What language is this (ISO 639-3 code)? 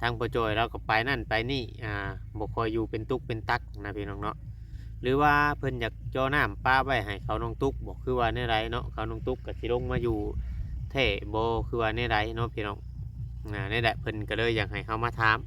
lao